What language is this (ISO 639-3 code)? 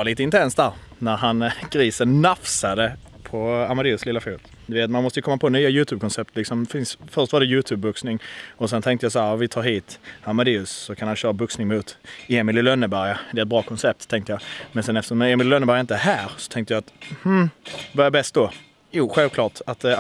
swe